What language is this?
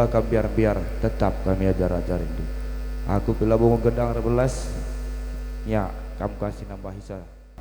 Batak Karo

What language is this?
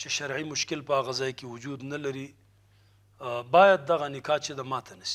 Pashto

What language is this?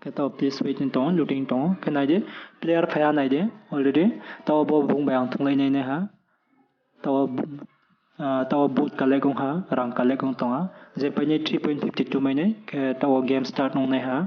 Riang (India)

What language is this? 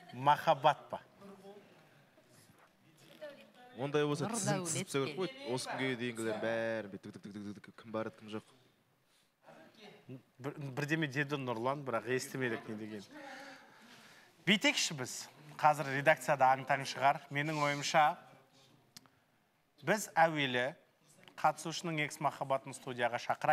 Kazakh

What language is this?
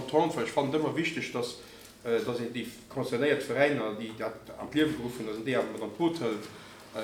Luxembourgish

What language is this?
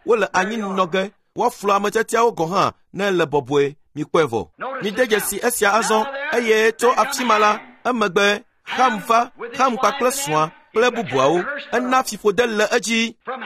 Ewe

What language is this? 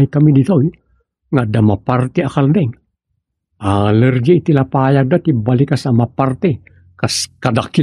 Iloko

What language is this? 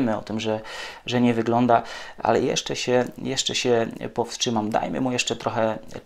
Polish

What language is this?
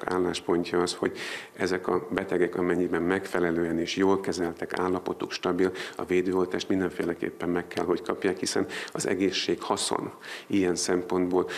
Hungarian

